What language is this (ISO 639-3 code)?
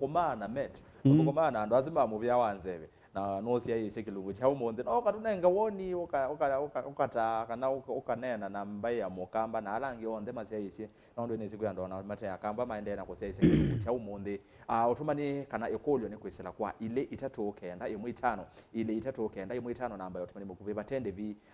kam